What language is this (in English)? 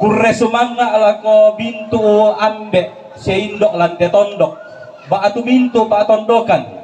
Toraja-Sa'dan